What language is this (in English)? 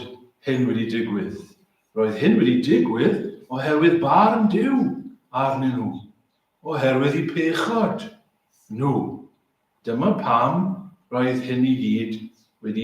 Welsh